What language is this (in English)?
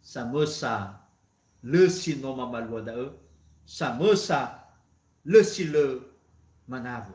Nias